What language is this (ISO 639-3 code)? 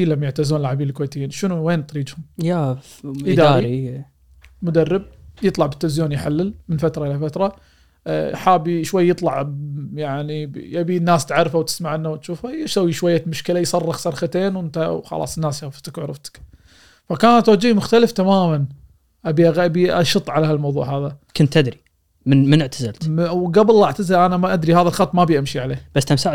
afb